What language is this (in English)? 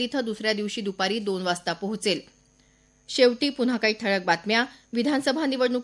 Marathi